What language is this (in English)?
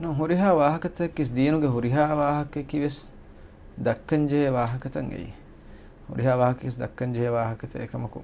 Divehi